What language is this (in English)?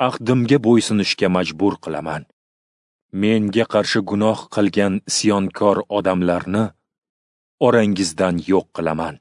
Uzbek